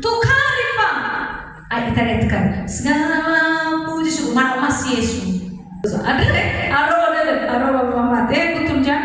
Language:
Nias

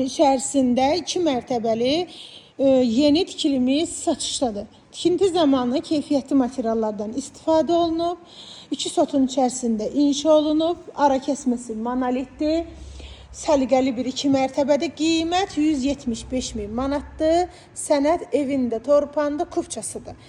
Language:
Azerbaijani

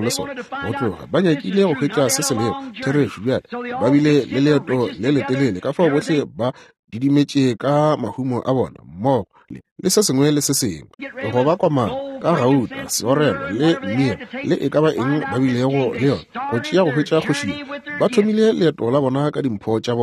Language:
Northern Sotho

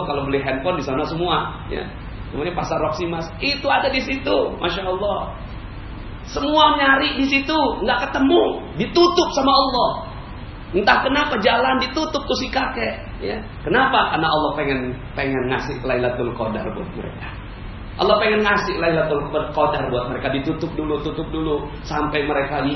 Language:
Indonesian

